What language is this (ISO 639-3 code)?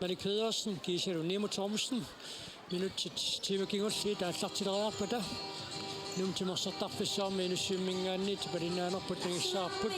kal